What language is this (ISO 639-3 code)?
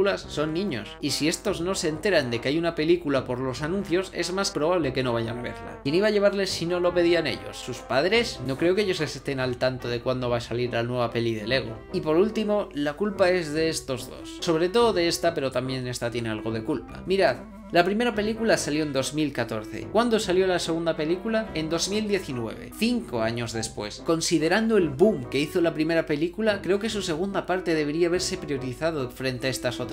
spa